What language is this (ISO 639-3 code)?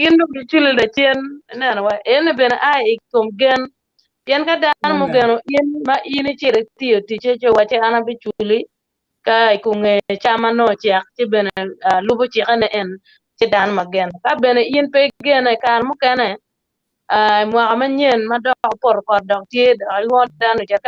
ach